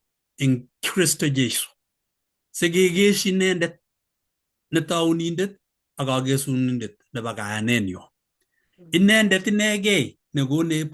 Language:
Kalenjin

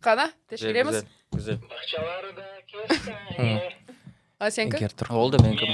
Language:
Crimean Tatar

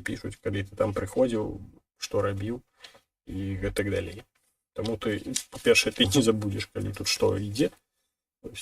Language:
Belarusian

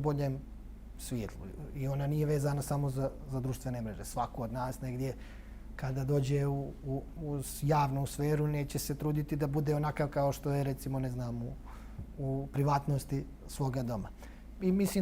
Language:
Bosnian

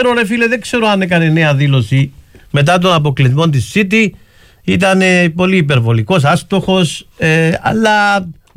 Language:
Greek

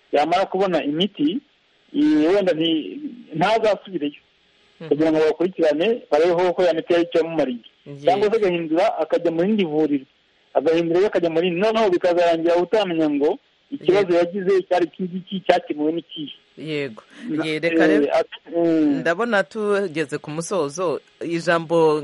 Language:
Kinyarwanda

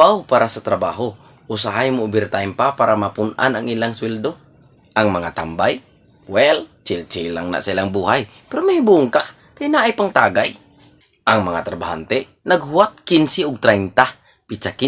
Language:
Cebuano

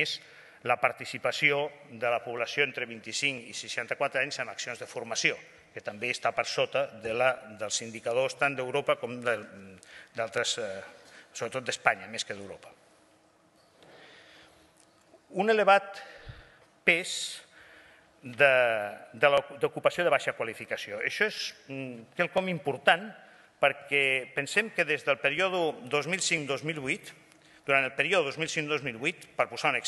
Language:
Catalan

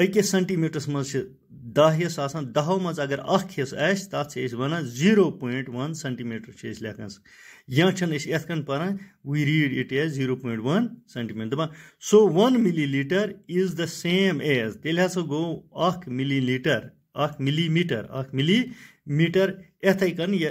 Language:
Kashmiri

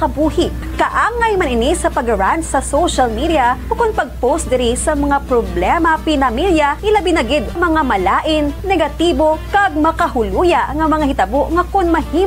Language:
Hiligaynon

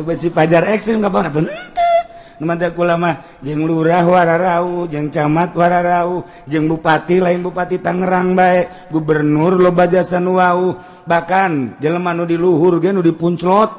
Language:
Sundanese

